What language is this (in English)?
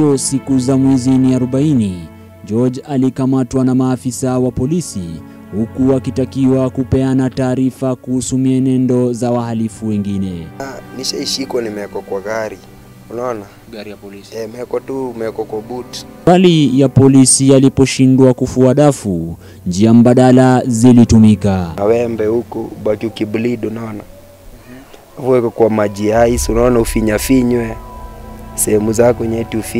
Swahili